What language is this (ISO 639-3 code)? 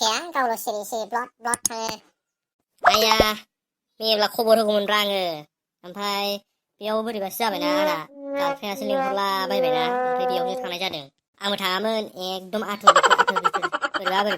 brx